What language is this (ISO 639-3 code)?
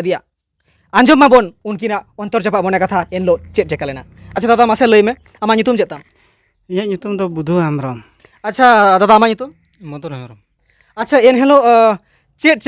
sat